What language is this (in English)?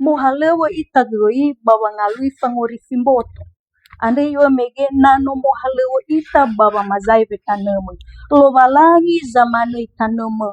Nias